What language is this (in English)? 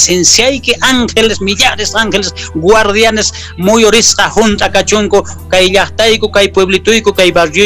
Quechua